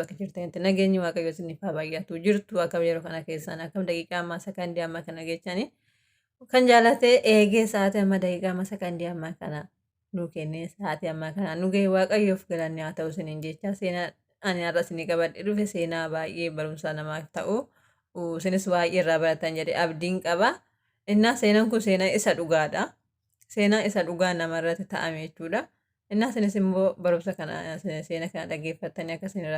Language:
Oromo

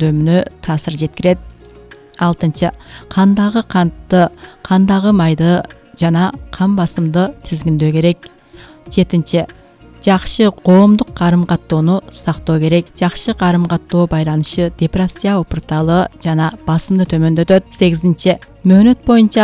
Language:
Kyrgyz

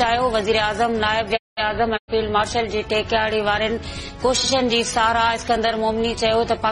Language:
Sindhi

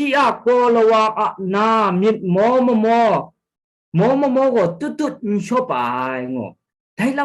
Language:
Kachin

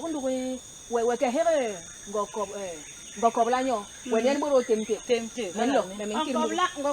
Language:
Basaa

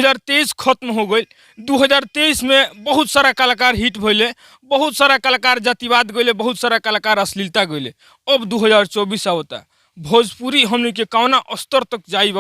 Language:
Bhojpuri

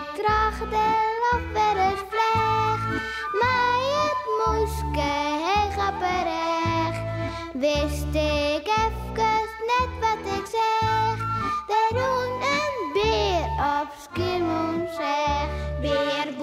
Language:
Western Frisian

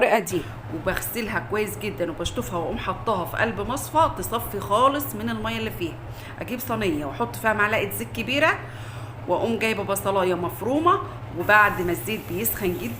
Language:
Egyptian Arabic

